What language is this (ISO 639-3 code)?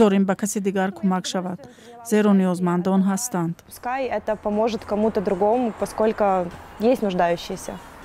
tgk